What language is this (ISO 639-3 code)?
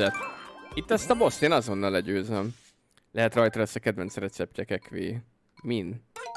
hun